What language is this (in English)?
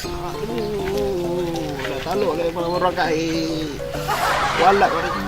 Minangkabau